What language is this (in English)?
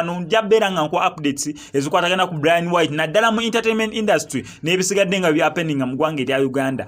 Ganda